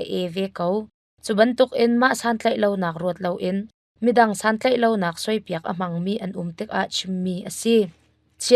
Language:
Hakha Chin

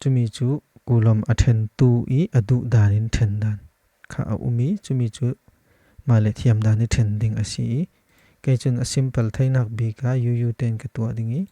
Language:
Falam Chin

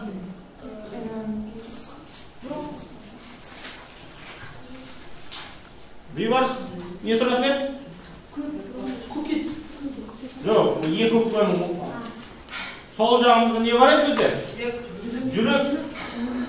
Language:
Kazakh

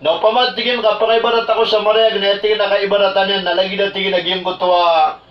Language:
Maranao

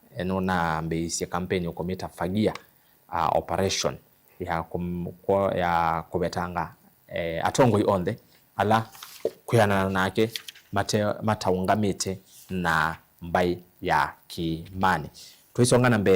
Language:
Kamba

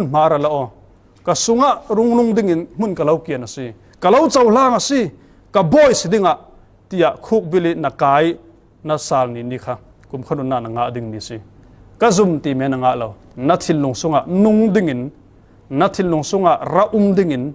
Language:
Falam Chin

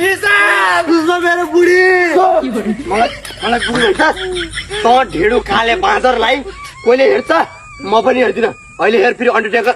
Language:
Nepali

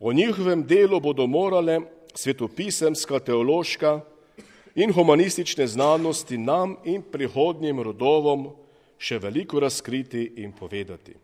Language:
Slovenian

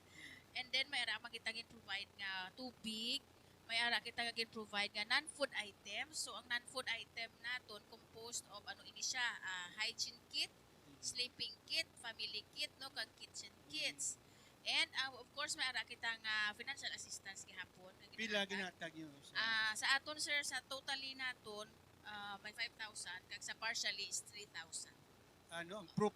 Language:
Hiligaynon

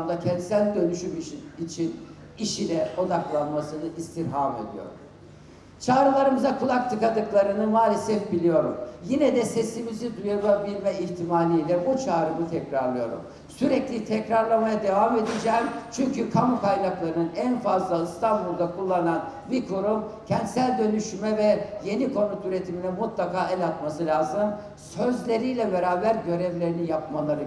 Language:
Turkish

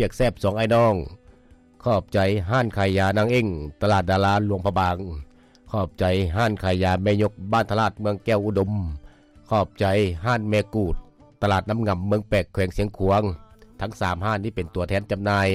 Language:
Lao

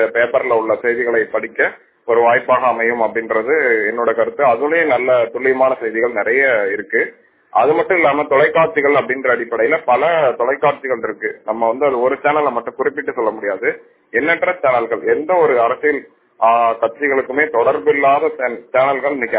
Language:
Tamil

